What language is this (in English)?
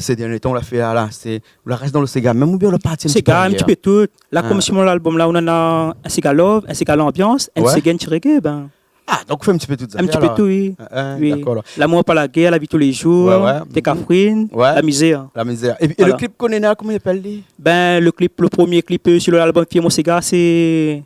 Réunion Creole French